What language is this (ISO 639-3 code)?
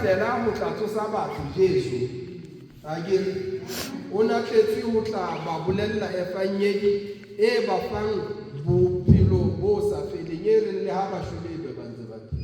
sot